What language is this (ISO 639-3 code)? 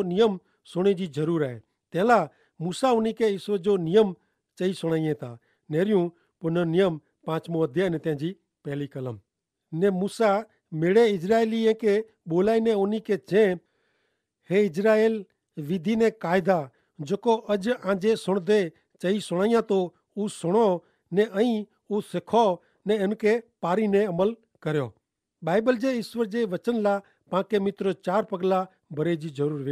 kfr